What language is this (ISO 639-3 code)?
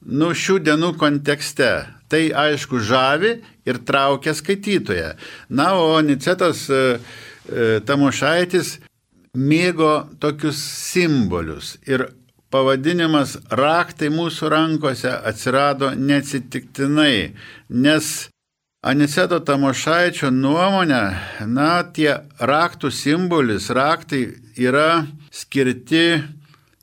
lit